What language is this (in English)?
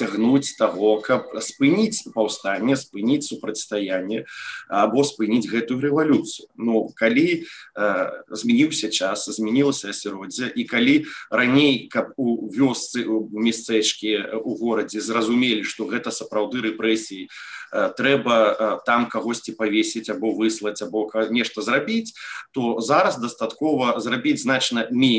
Belarusian